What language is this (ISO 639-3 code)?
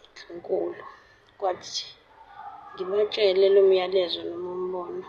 zul